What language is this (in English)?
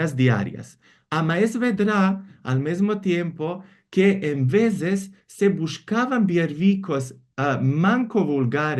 Ladino